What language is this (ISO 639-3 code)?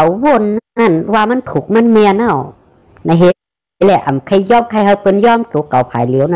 shn